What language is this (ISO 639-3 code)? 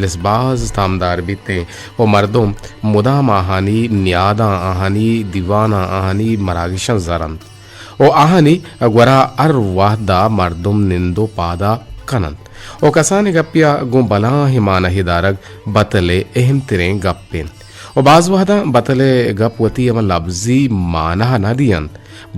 bgp